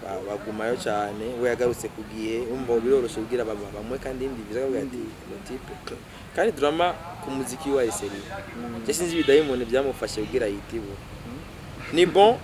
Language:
Rundi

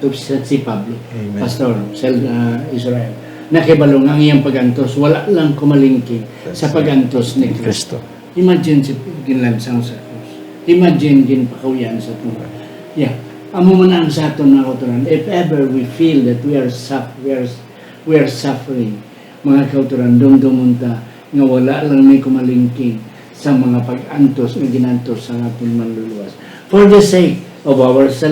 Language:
Hiligaynon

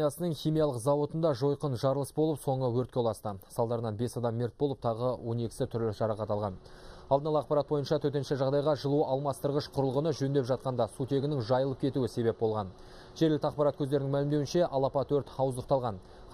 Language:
Kazakh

